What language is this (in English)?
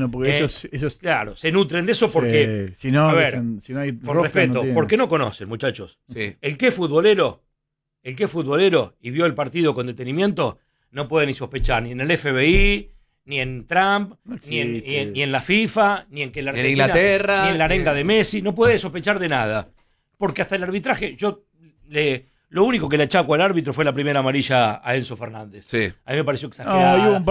Spanish